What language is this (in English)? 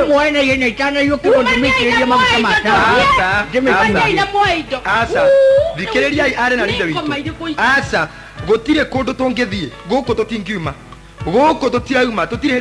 Kikuyu